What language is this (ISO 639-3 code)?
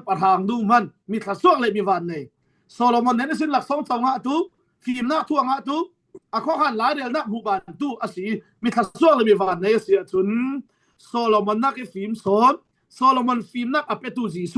cfm